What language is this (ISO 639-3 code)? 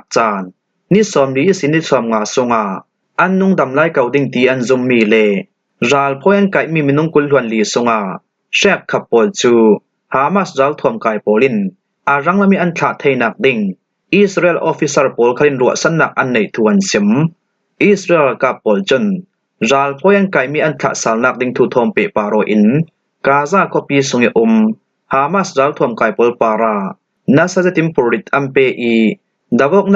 cfm